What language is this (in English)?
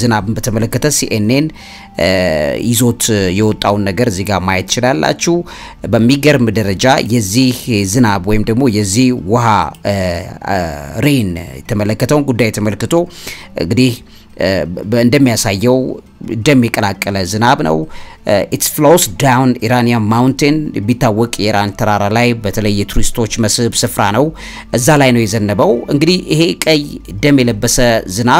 Amharic